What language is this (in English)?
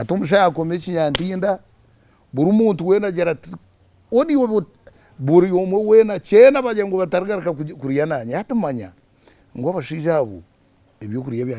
Nyankole